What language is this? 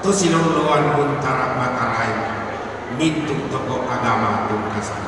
Toraja-Sa'dan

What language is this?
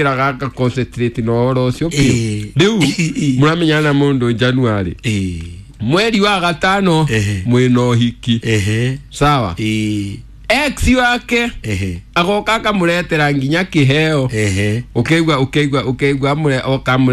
Kikuyu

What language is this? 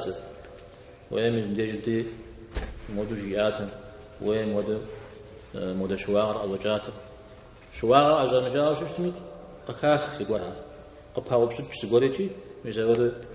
Kabardian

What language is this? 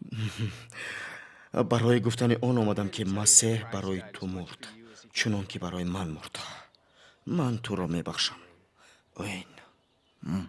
Tajik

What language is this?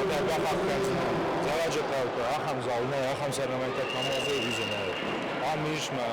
Ossetic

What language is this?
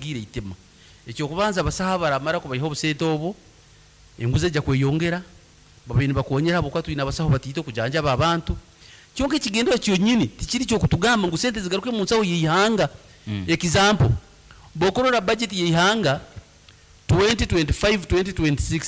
Nyankole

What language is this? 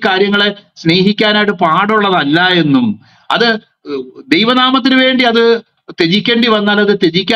Malayalam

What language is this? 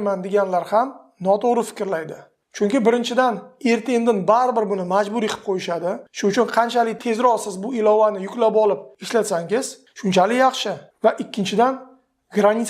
Uzbek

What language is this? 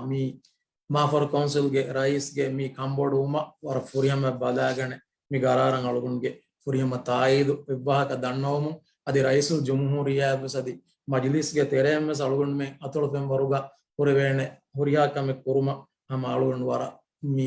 Divehi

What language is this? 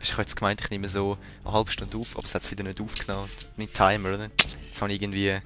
Swiss German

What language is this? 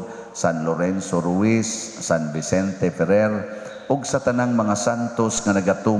Cebuano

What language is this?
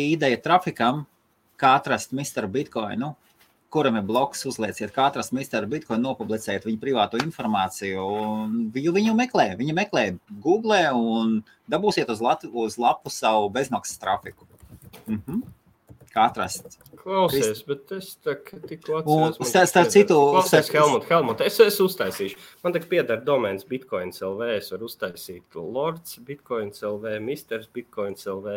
Latvian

